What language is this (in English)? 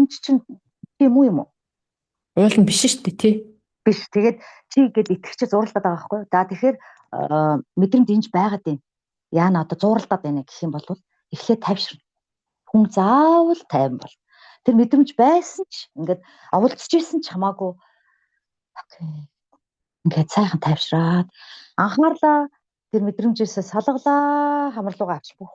Mongolian